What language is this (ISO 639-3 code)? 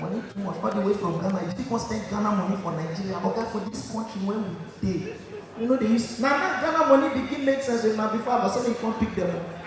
pcm